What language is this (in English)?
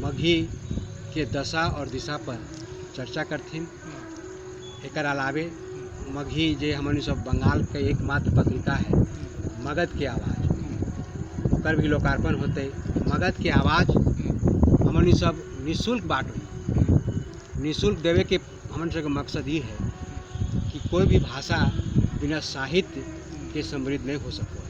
Magahi